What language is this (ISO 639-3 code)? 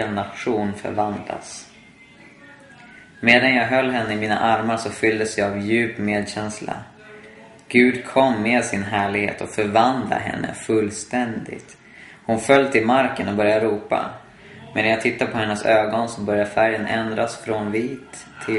swe